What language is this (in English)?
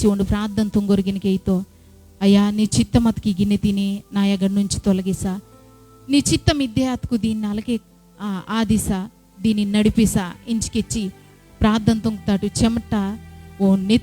Koya